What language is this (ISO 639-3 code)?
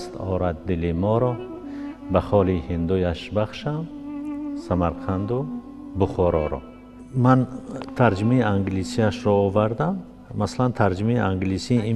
tgk